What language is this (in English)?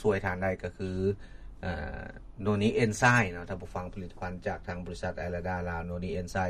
Lao